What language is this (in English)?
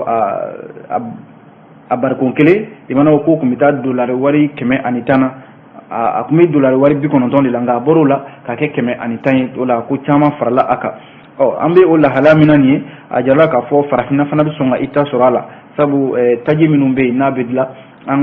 Bambara